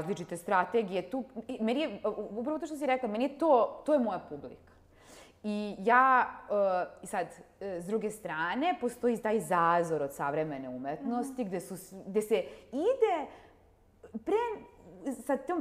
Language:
Serbian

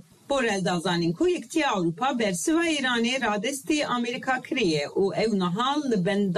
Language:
Kurdish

